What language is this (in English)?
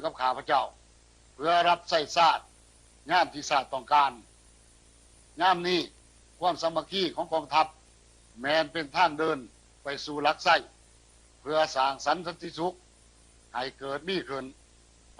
Lao